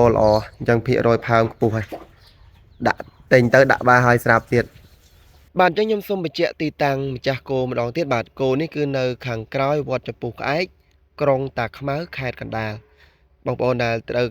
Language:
Khmer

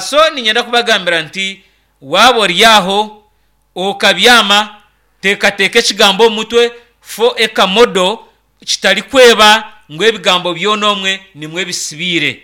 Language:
Nyankole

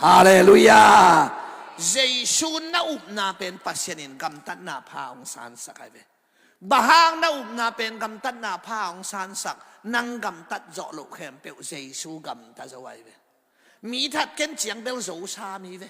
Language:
Tedim Chin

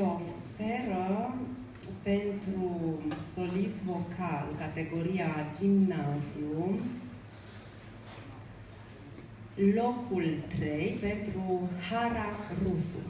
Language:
Romanian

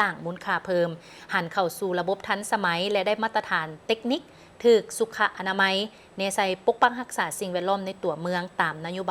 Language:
Lao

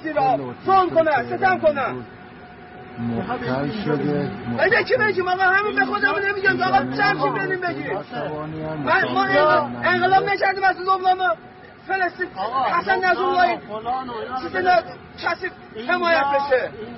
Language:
Persian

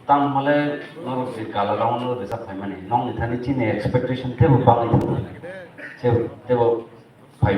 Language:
Kok Borok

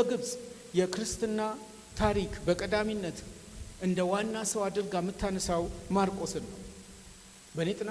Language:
Amharic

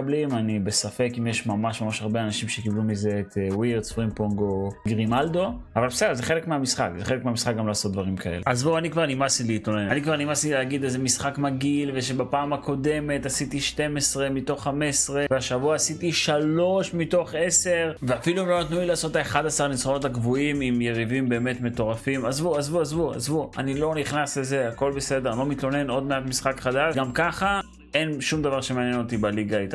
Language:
Hebrew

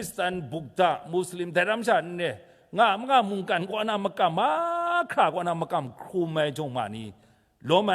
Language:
Kachin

